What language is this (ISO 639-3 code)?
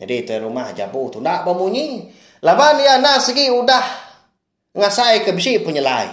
iba